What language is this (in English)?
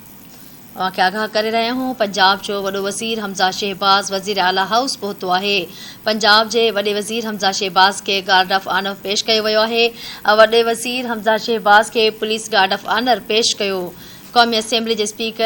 Sindhi